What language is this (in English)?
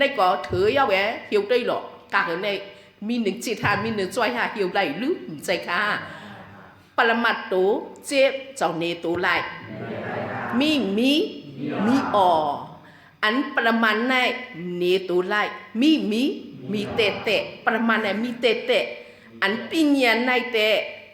Shan